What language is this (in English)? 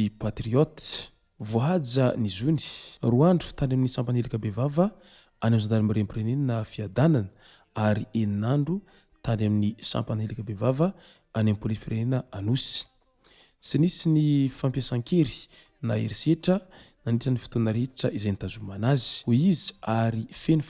Malagasy